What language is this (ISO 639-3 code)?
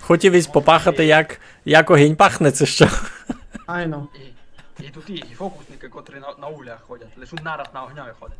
rue